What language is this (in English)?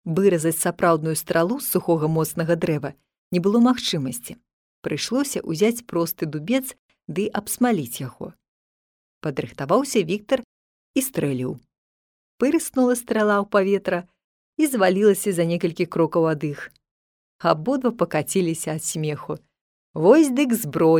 Belarusian